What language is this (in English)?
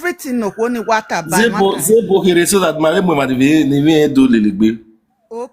Nigerian Pidgin